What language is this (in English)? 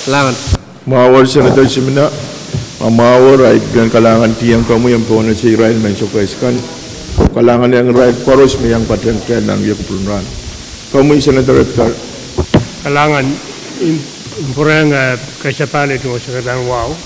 Pohnpeian